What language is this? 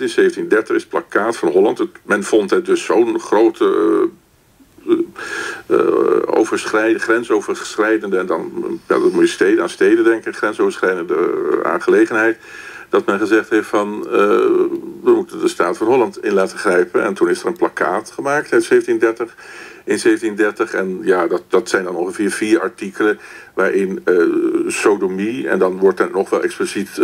Dutch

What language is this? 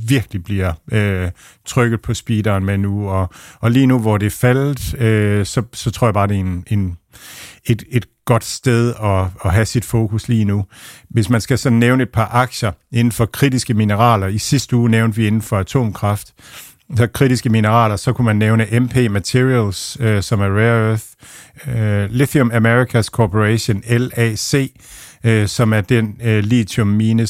Danish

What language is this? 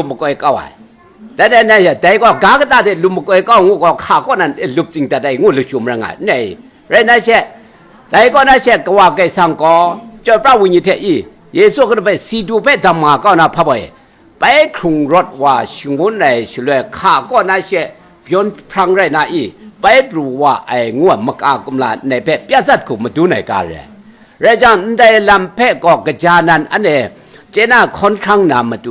Kachin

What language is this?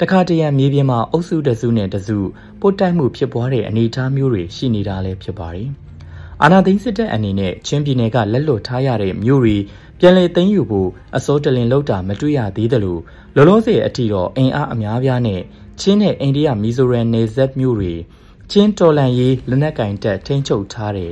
Burmese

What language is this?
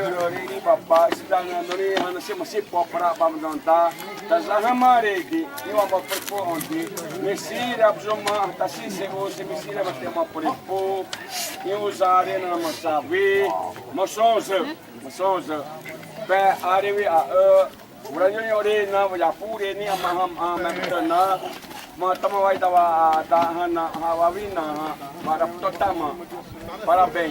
Xavánte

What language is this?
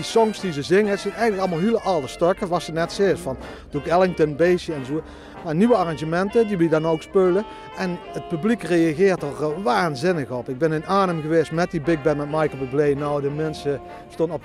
Limburgish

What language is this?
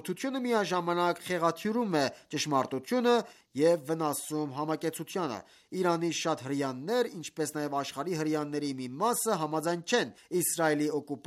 Armenian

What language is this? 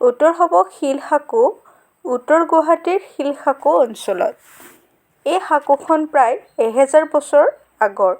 Assamese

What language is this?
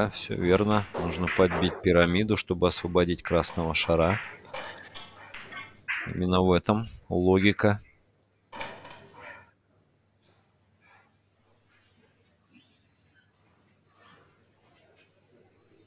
Russian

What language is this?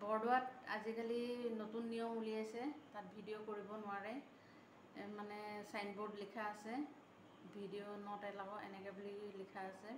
Assamese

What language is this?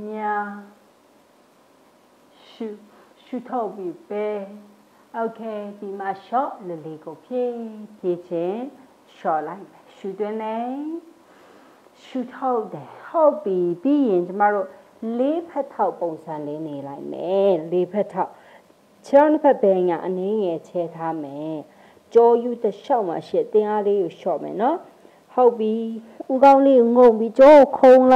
Burmese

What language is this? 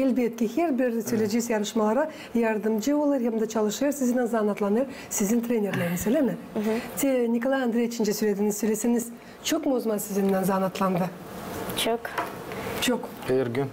Gagauz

